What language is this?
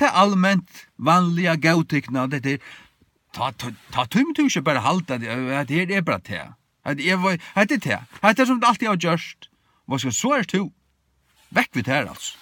Faroese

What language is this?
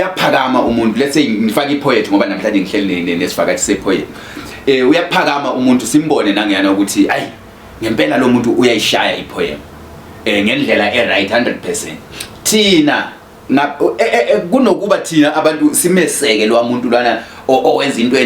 Zulu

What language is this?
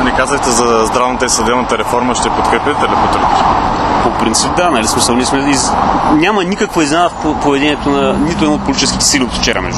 Bulgarian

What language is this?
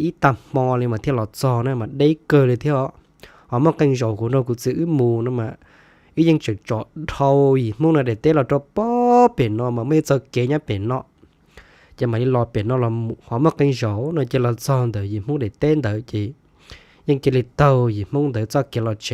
Hmong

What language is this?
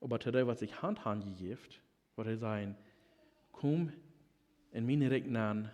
Plautdietsch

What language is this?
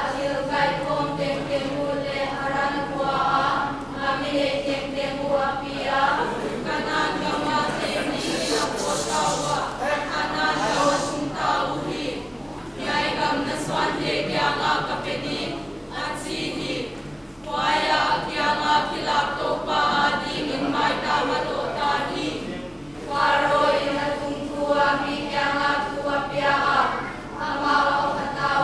Paite Chin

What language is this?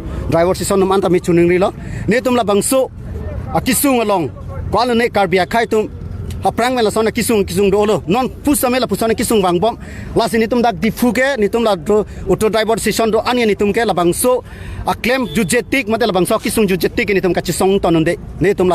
Karbi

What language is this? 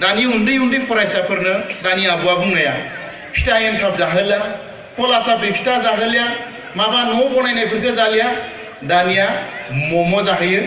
Bodo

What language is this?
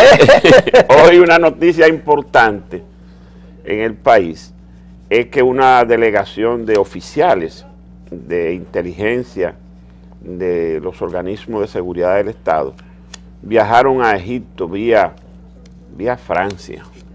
Spanish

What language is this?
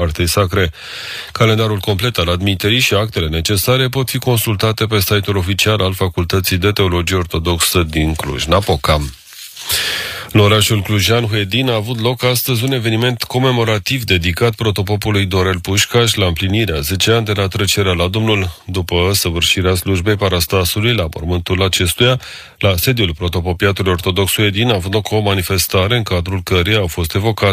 Romanian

